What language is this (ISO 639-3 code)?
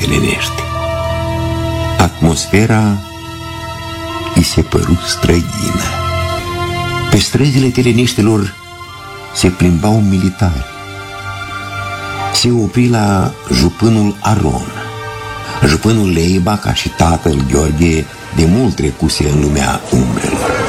ron